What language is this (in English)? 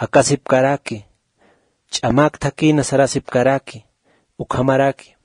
Aymara